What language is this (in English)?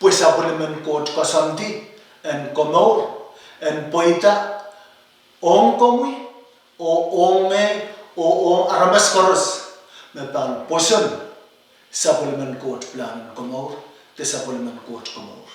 Pohnpeian